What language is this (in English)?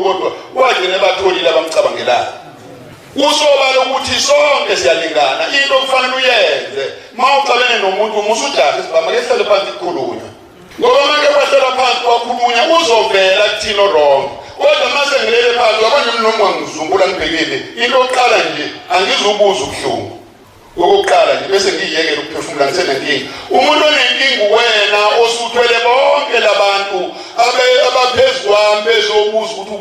Zulu